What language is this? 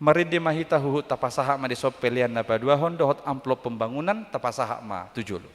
Batak Toba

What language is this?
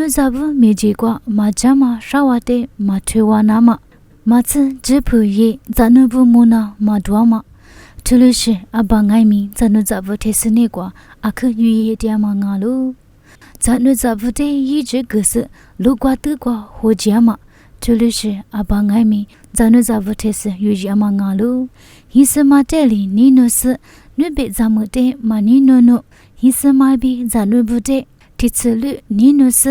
Lisu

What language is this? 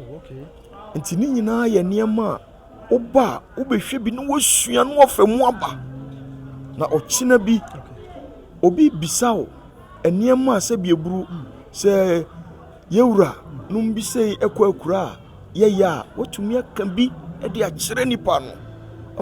Akan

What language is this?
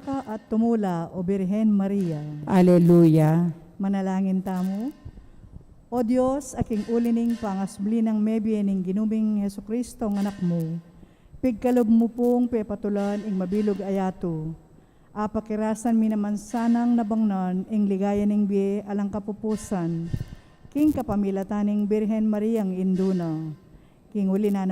Pampanga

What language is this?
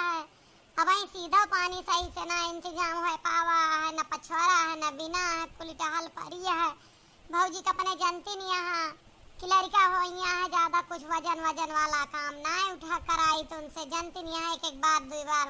Awadhi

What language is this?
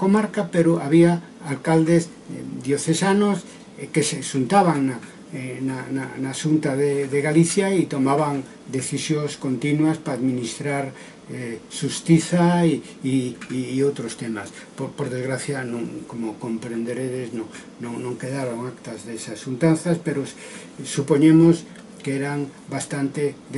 Galician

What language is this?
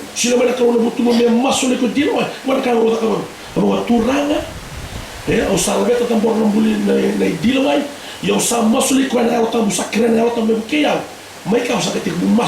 Fijian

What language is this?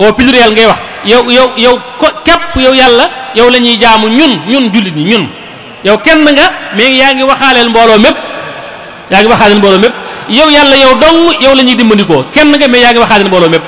Wolof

